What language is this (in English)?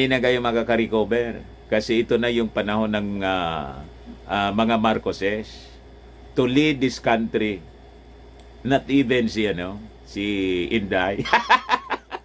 Filipino